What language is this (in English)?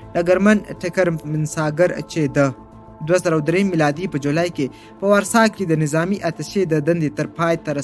Pashto